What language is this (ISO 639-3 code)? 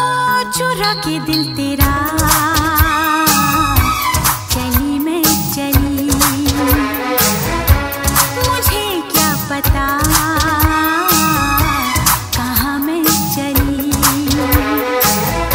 hin